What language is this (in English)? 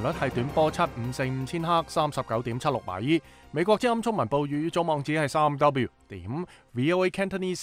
Cantonese